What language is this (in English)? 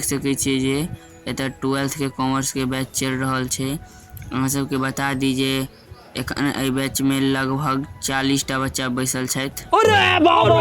Maithili